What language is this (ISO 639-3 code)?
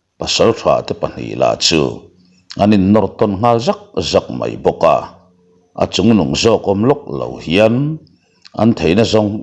lus